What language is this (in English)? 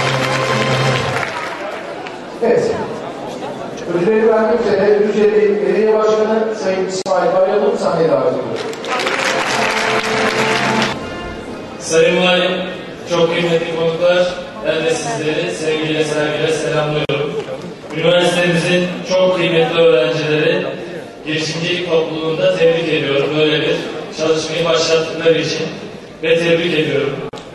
Turkish